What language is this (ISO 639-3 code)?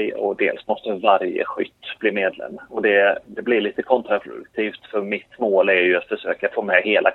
swe